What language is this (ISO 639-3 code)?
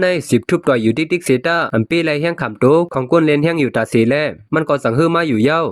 shn